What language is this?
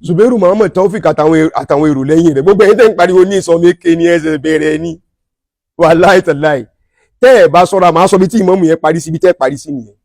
Yoruba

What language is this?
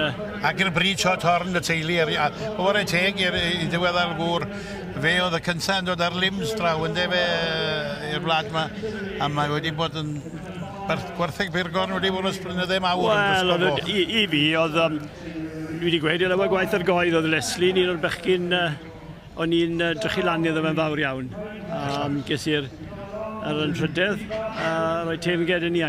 Welsh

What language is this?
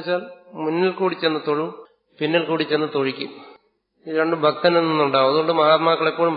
Malayalam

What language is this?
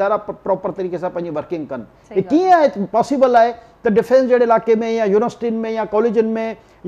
Sindhi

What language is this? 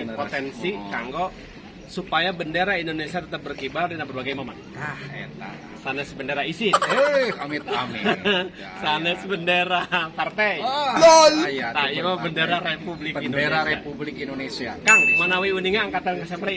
Sundanese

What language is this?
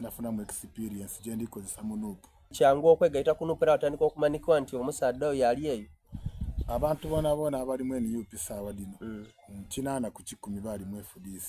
Soga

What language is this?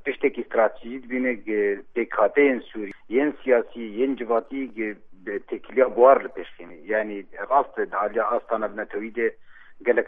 Kurdish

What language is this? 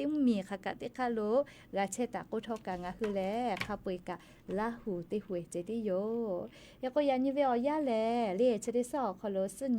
Lahu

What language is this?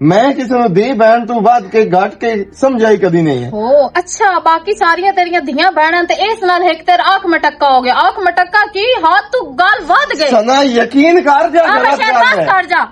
Western Panjabi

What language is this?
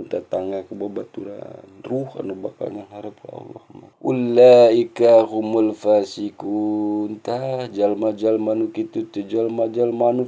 Sundanese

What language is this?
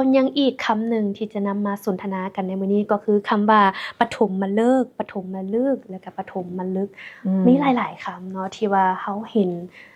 Lao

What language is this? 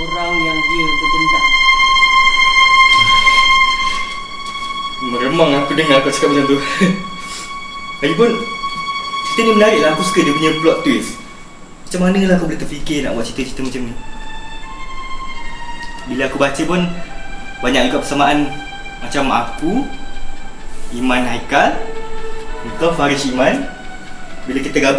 Malay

